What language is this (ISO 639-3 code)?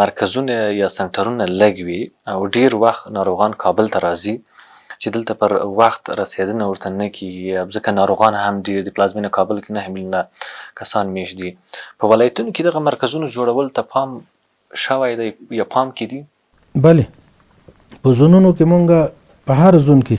pus